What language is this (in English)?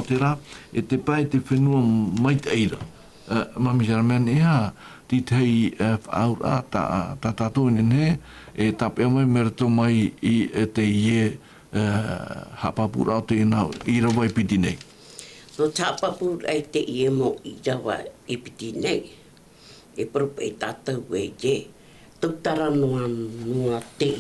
Tahitian